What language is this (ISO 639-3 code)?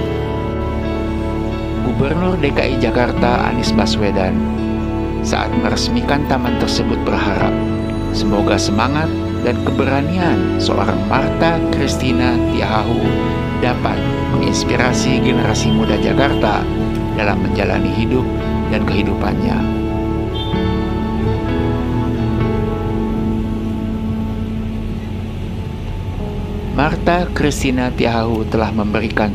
ind